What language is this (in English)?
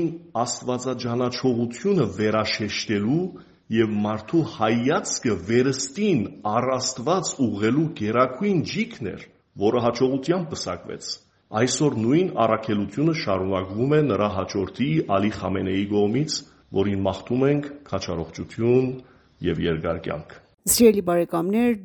Armenian